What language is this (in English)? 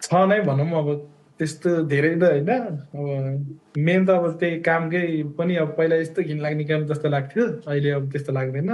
Nepali